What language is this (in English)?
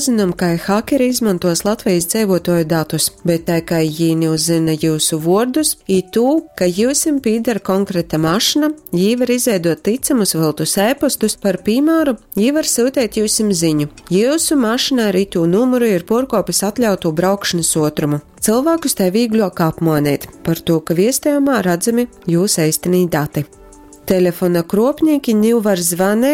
Latgalian